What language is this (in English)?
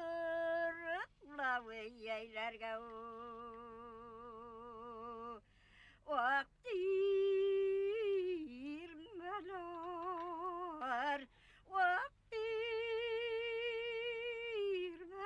Bashkir